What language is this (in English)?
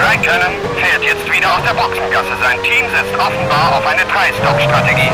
Bavarian